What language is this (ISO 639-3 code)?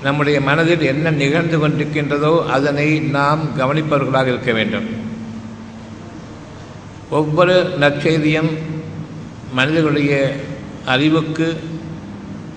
tam